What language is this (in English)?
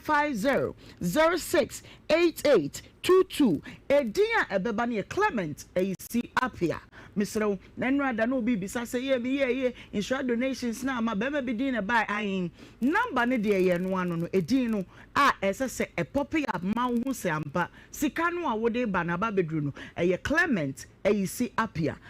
Akan